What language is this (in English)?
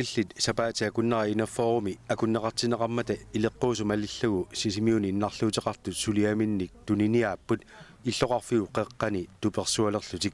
Kalaallisut